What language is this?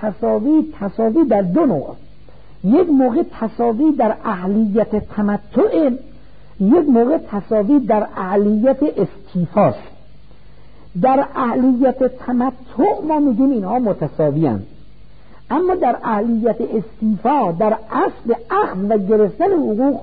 Persian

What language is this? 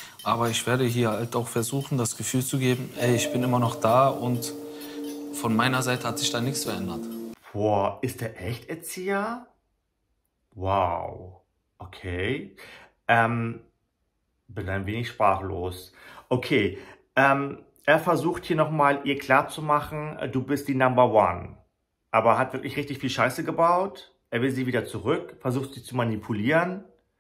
German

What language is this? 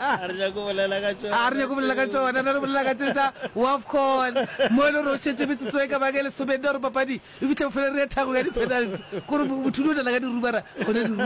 Northern Sotho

